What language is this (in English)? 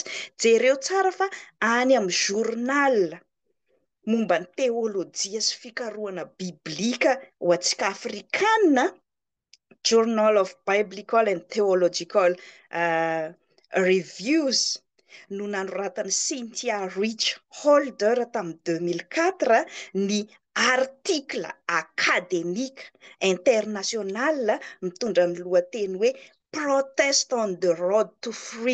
Malagasy